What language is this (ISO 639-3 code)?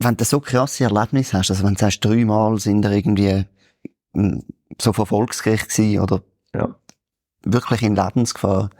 gsw